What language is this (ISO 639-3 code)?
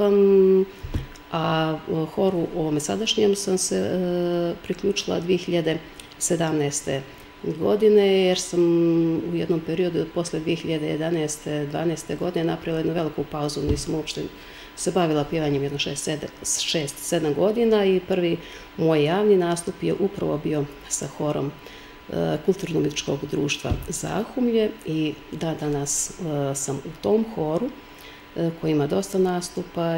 srp